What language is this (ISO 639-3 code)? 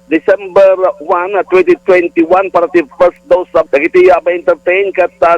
ilo